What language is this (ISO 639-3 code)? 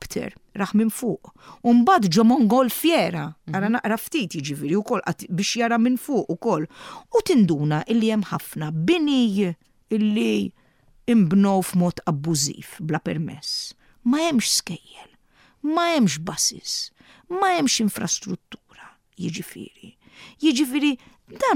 mlt